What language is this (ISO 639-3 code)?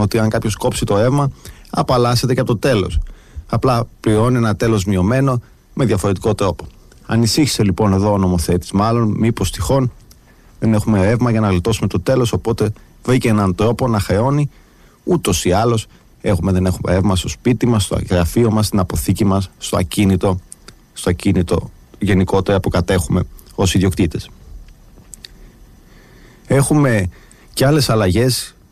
ell